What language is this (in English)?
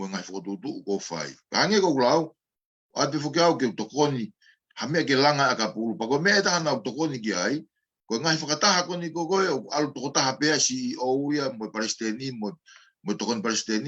Tongan